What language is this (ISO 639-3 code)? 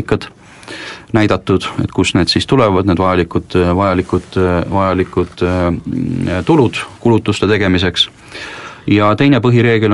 est